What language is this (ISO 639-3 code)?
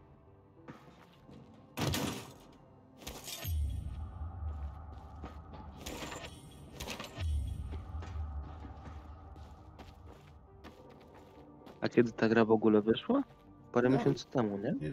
pol